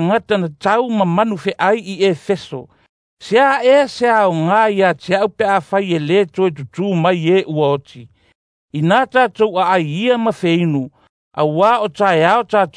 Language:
Samoan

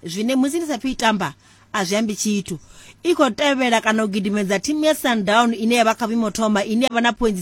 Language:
Venda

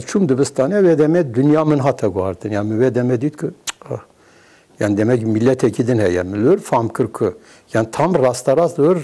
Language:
Kurdish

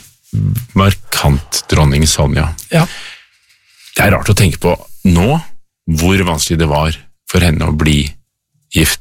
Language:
Norwegian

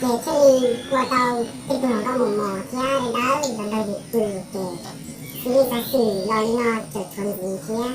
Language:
Hmong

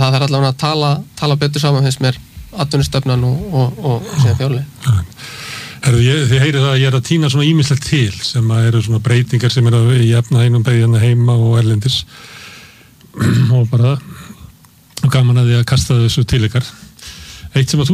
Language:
Icelandic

